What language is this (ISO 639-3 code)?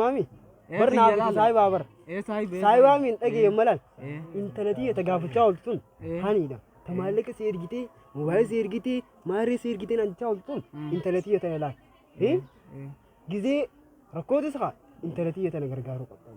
orm